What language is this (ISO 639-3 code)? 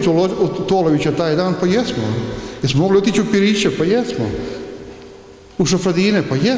bos